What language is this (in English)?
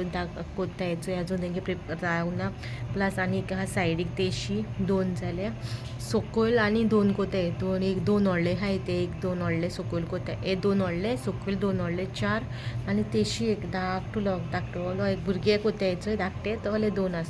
Konkani